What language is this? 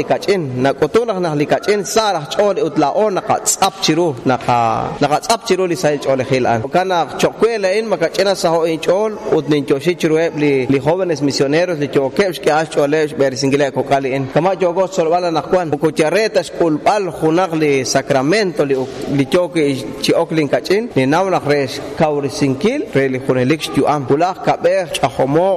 Kekchí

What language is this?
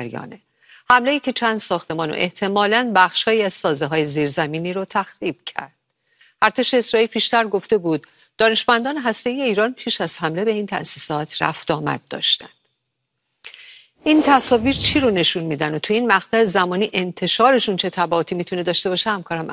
Persian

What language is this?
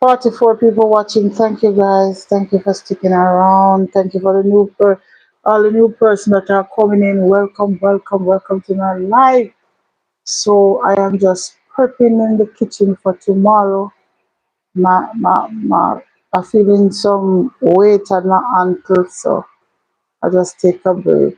Jamaican Creole English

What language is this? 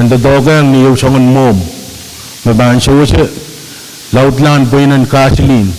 Pohnpeian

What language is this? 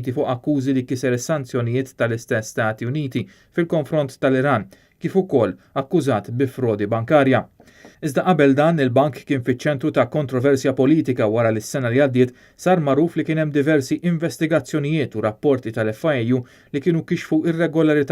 Maltese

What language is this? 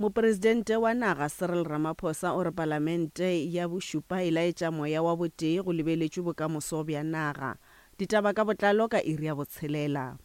Northern Sotho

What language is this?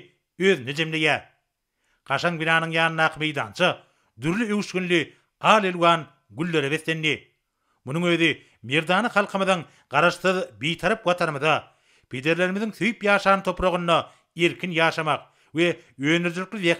Turkmen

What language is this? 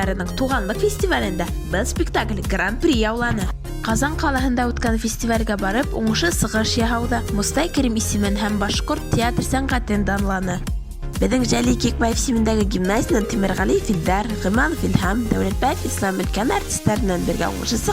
Bashkir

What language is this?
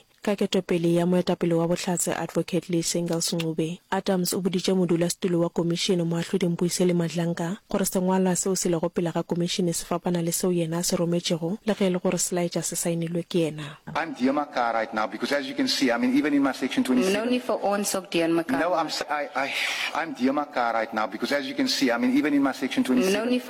Northern Sotho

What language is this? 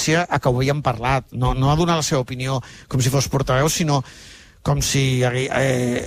Catalan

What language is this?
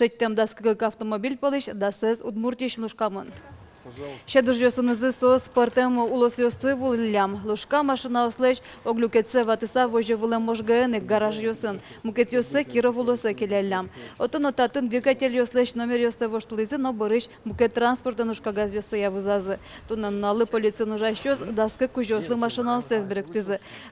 Udmurt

